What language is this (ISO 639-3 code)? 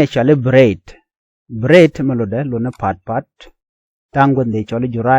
nus